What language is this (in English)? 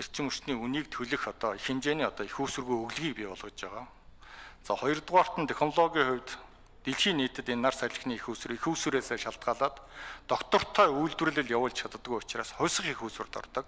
Mongolian